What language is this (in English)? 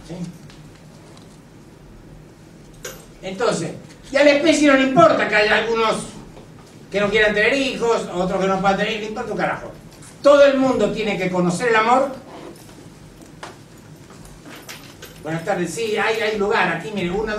Spanish